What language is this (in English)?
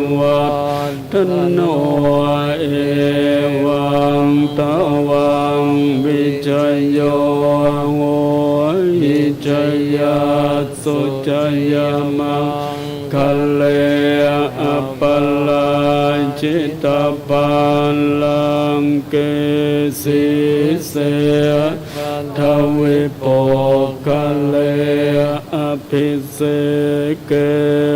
Pali